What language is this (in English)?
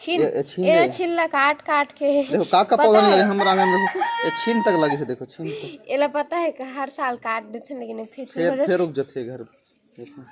Chhattisgarhi